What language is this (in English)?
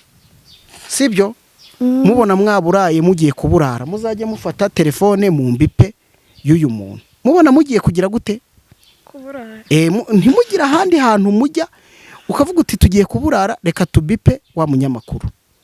Kinyarwanda